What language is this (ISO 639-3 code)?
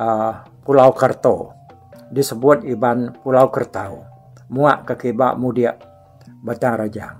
iba